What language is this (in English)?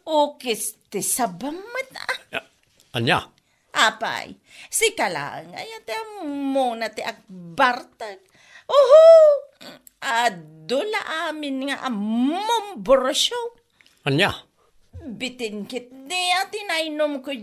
Iloko